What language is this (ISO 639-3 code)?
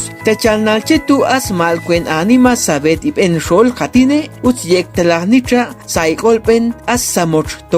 ixl